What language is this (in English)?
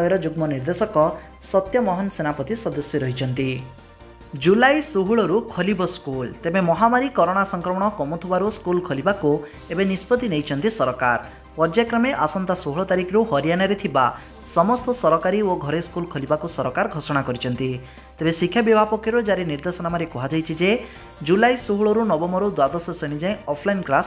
Odia